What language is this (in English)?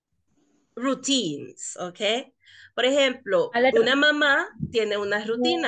Spanish